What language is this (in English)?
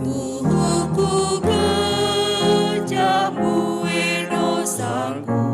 Batak Karo